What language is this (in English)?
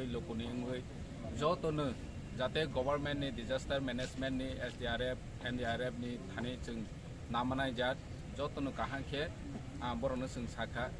Kok Borok